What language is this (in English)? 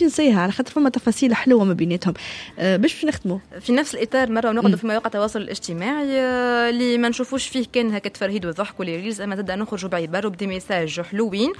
Tunisian Arabic